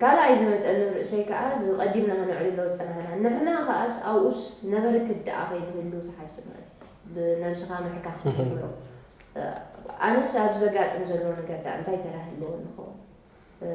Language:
Tigrinya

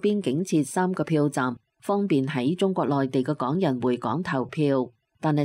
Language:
Cantonese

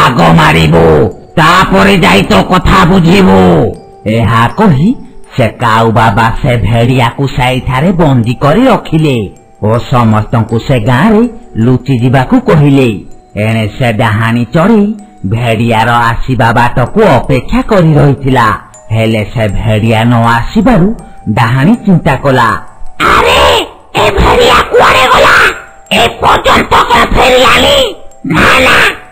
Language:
Odia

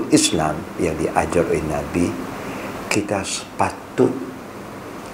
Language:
Malay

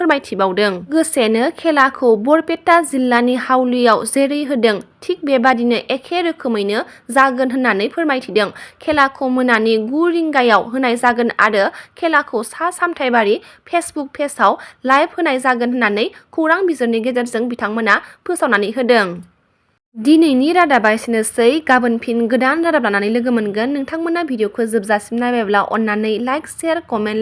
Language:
Bodo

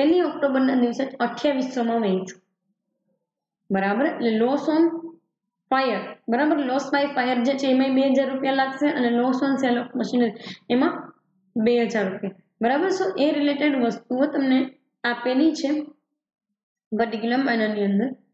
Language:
Gujarati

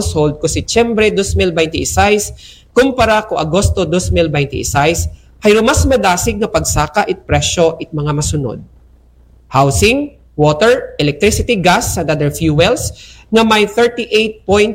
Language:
Aklanon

